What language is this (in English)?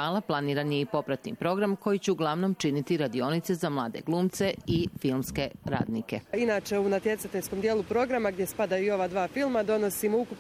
Bosnian